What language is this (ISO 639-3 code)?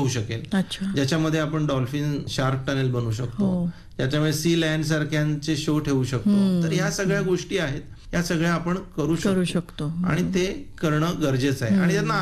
mar